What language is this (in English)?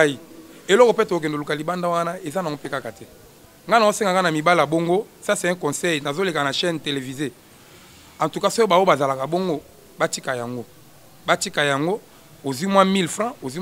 Lingala